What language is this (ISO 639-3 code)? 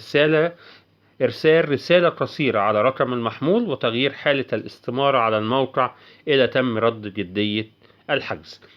arz